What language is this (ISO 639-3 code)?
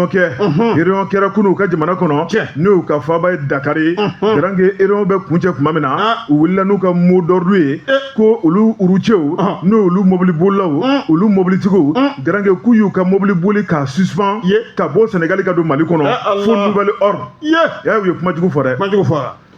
bam